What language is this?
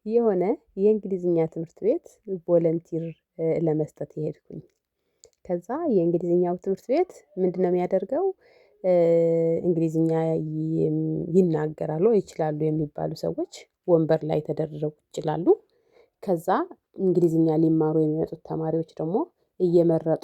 Amharic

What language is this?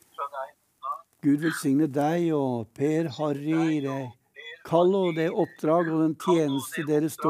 Norwegian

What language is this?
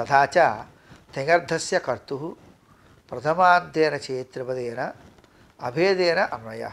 Sanskrit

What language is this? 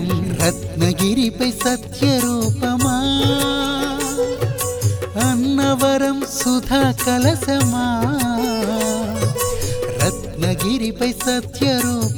Telugu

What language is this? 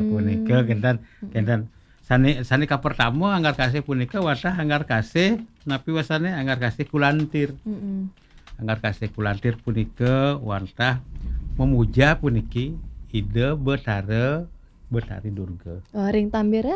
Balinese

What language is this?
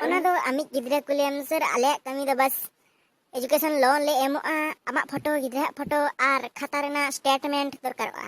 Santali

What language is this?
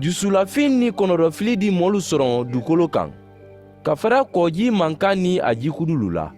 Mandingo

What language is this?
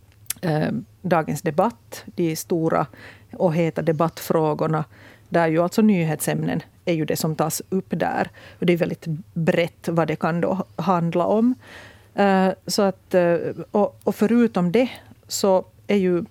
Swedish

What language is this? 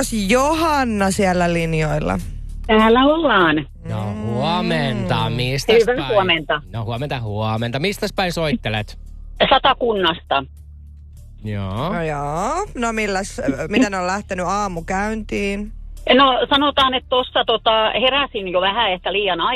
Finnish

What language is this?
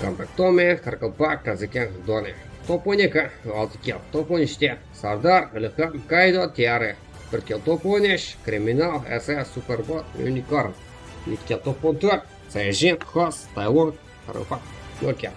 Kara-Kalpak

